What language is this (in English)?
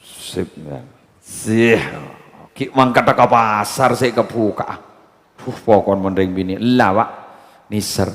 Madurese